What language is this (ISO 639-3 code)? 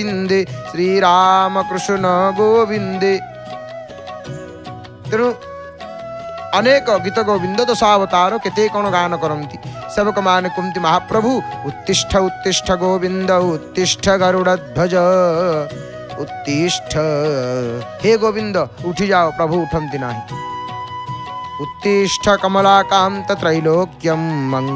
ori